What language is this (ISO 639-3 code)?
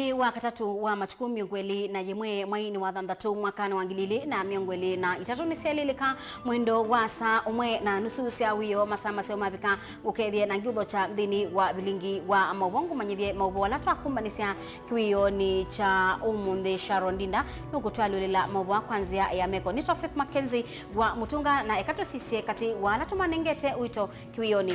kam